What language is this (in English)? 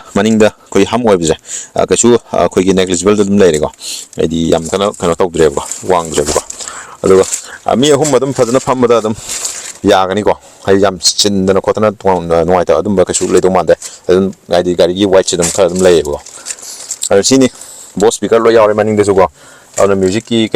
Manipuri